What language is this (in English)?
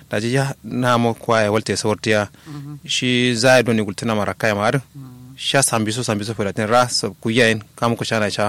Kanuri